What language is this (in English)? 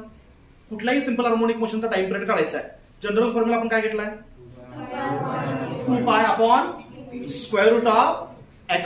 Marathi